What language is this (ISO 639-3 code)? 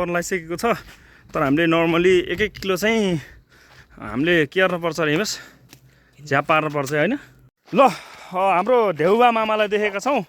nep